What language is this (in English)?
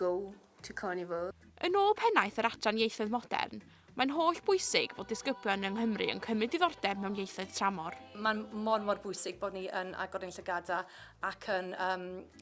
Welsh